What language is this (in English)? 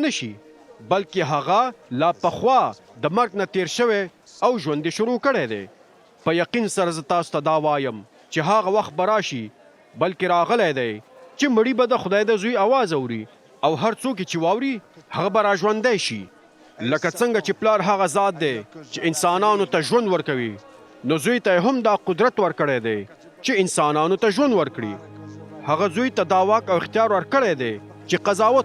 Pashto